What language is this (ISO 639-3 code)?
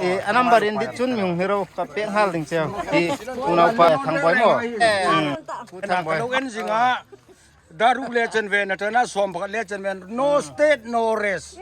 hmr